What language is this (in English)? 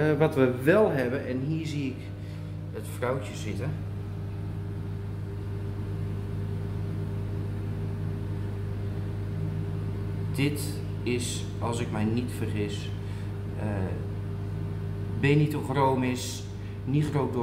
Dutch